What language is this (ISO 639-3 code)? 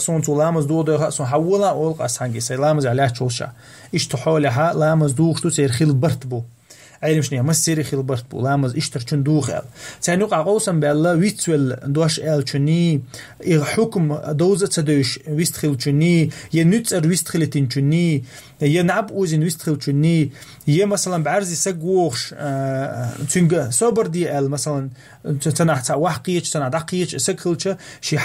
che